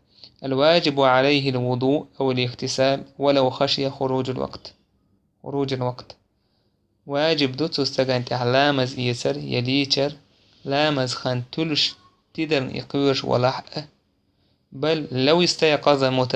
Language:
Chechen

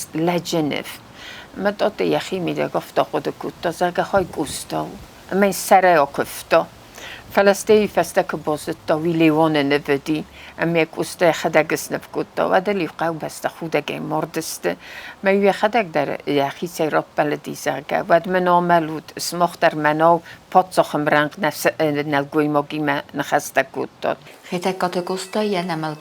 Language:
Ossetic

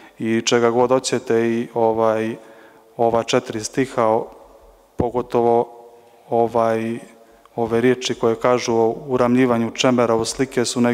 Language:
Serbian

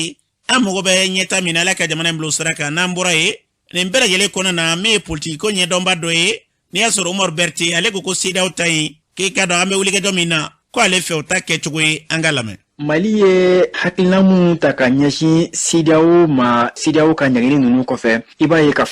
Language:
Bambara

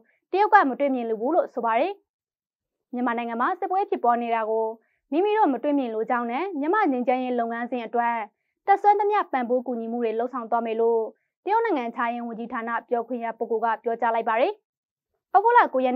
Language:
Burmese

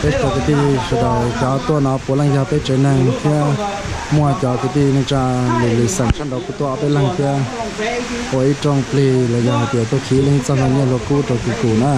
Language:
Hmong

